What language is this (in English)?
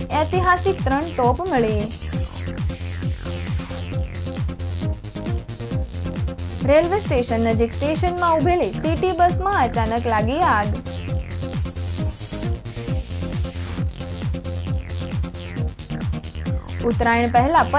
Gujarati